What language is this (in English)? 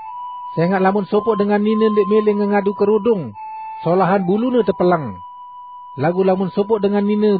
Sasak